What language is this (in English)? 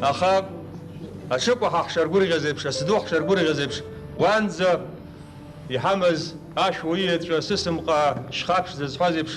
Abkhazian